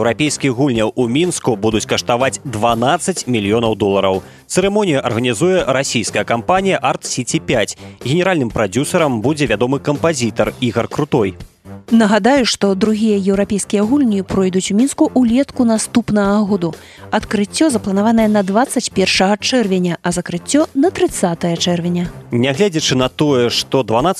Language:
Belarusian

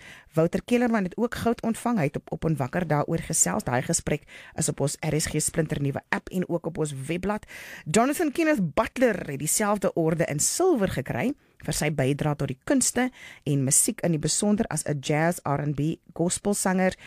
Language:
Afrikaans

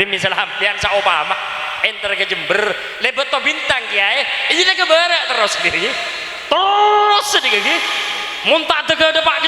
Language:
Madurese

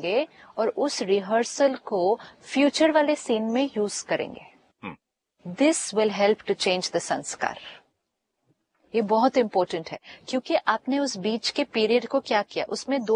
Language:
Hindi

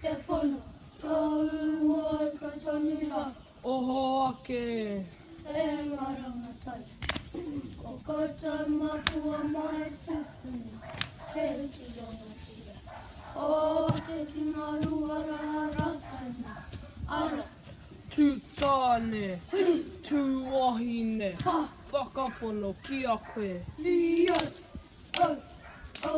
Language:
Māori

